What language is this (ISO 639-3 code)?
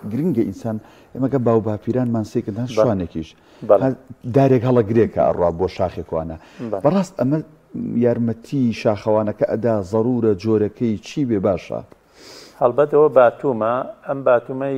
ckb